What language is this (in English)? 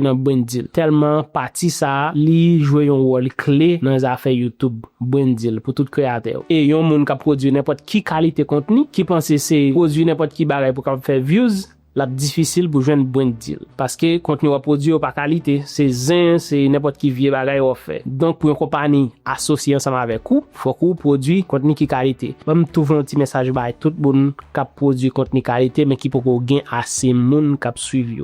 Haitian Creole